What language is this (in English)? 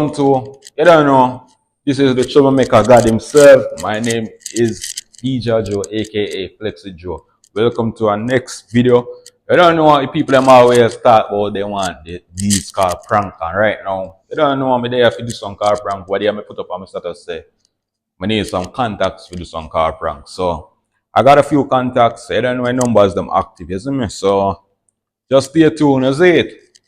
Jamaican Creole English